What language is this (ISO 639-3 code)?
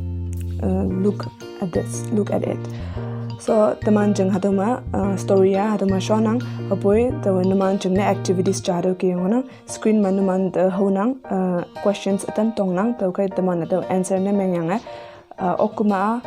nbe